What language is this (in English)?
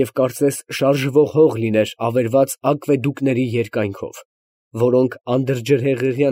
Armenian